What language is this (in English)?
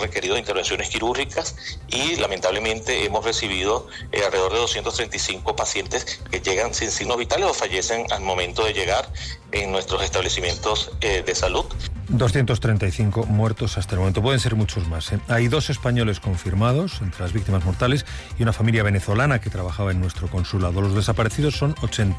Spanish